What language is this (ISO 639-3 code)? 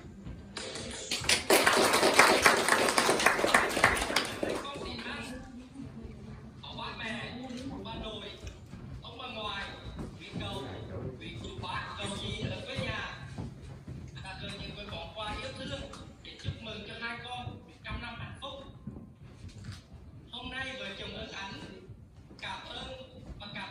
vie